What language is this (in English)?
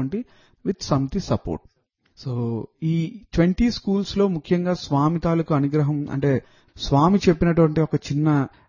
Telugu